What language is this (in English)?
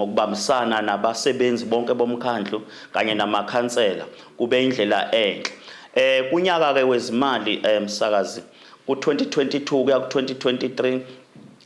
Zulu